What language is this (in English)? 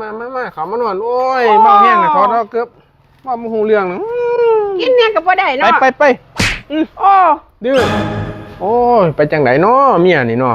Northeastern Thai